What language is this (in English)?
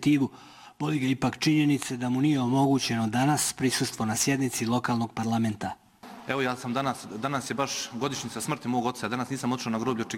Bosnian